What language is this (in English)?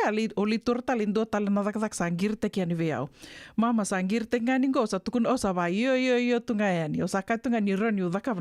Fijian